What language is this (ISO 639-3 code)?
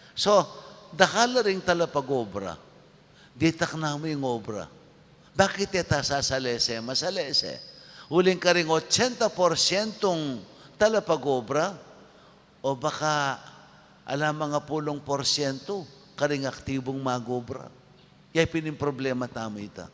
pam